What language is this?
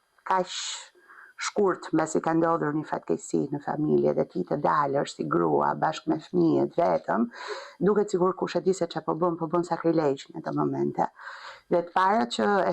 Albanian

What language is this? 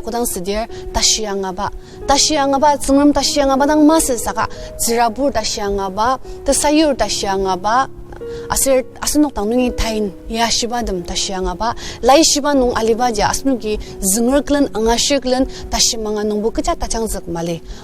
Ao Naga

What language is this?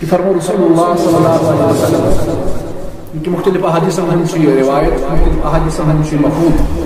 Kashmiri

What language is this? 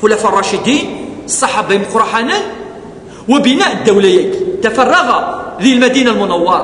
Kabyle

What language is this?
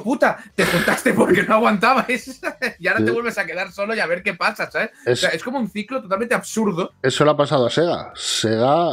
Spanish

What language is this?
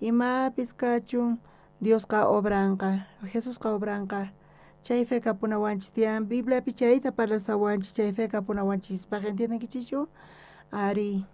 South Bolivian Quechua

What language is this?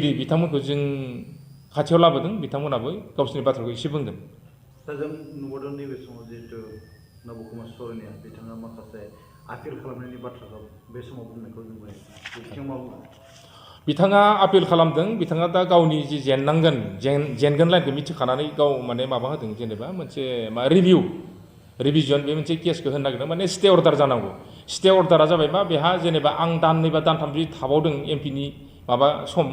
Bodo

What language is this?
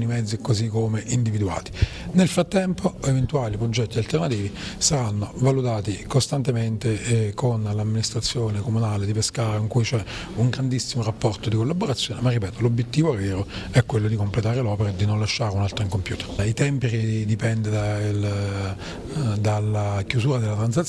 Italian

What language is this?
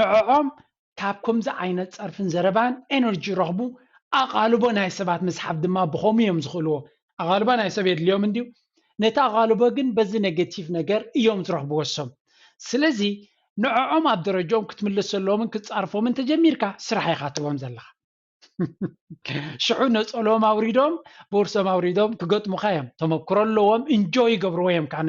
Tigrinya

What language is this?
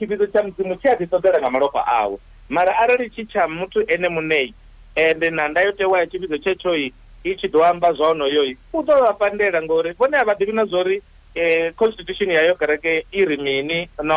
Venda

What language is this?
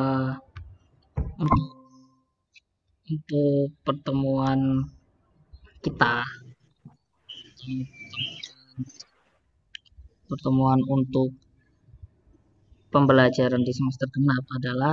Indonesian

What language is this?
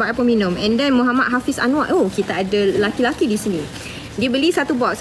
Malay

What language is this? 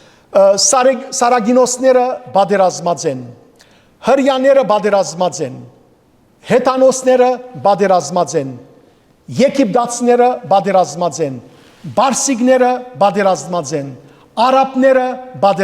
Western Armenian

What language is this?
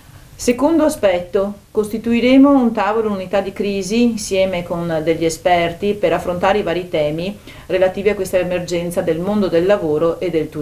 Italian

